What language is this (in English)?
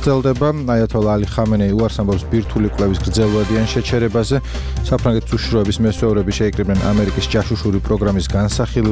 Georgian